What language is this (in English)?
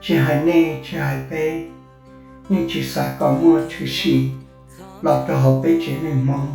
Hmong